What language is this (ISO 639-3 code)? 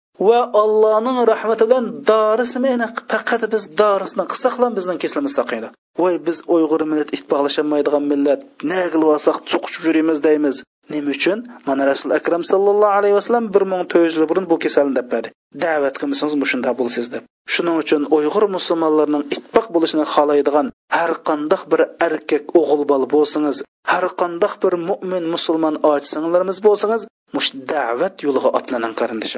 uig